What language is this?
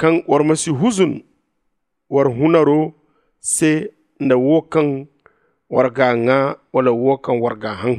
Zarma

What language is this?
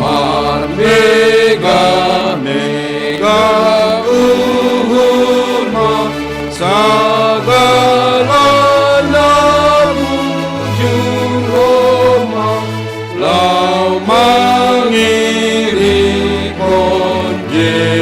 Batak Simalungun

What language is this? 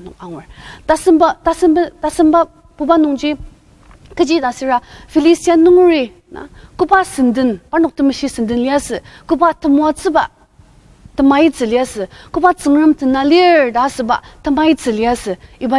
Ao Naga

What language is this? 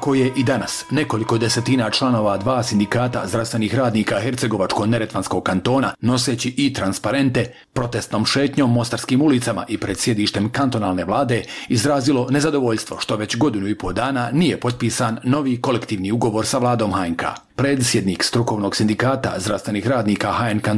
Bosnian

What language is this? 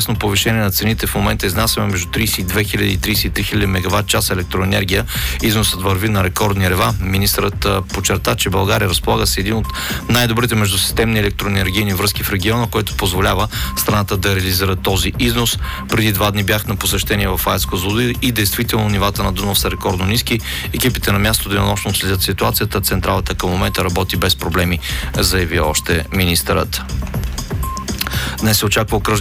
Bulgarian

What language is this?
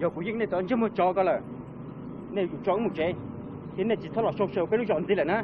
Hmong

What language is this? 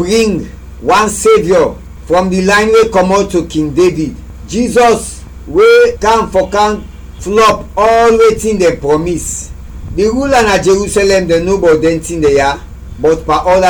Krio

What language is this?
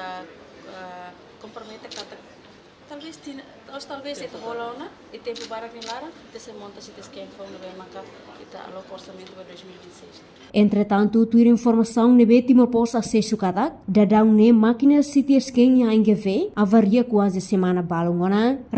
Tetum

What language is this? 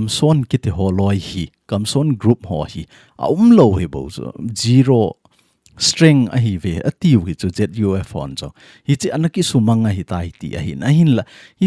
Thado Chin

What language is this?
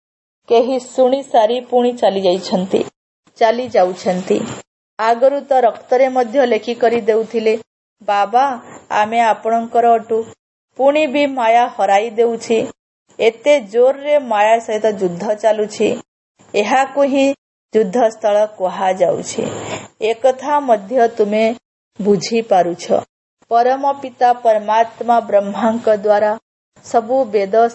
Odia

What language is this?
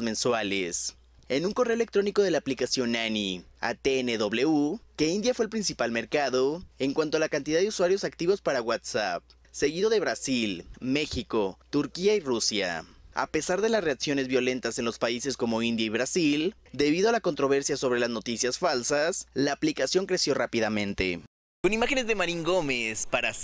Spanish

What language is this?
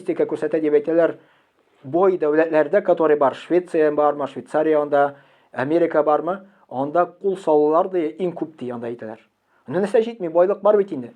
Tatar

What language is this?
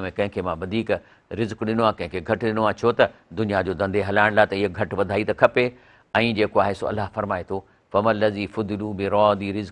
Sindhi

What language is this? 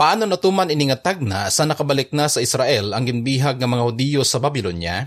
Hiligaynon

